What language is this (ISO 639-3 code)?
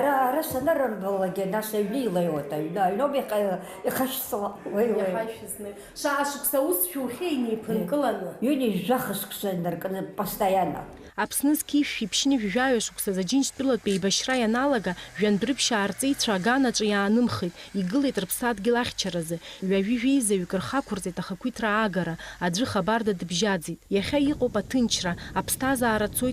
abk